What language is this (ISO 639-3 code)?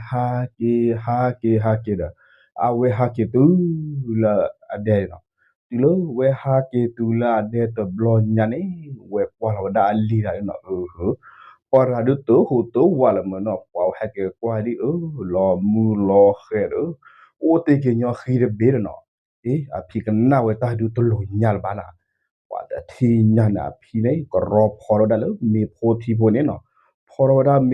ksw